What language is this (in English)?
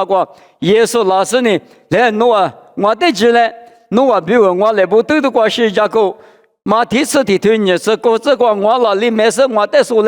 Lisu